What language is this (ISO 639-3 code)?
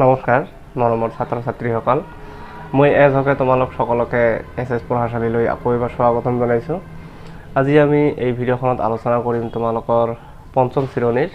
asm